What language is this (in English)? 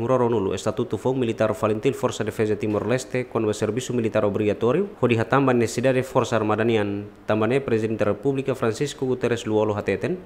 Tetum